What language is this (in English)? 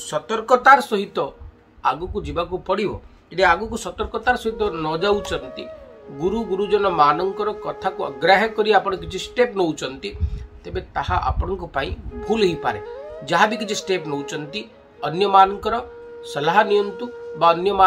Odia